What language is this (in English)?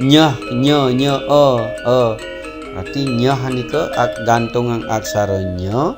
Balinese